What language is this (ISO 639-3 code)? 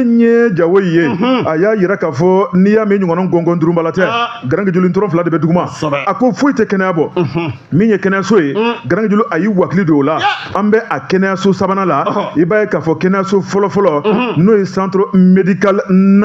bam